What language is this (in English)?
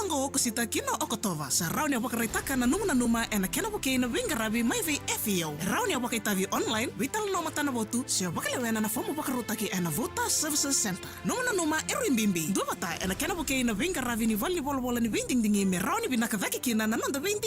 Fijian